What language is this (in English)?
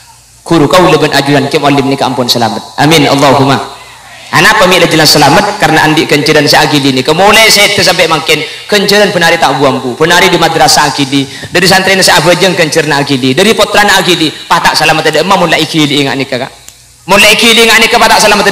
Madurese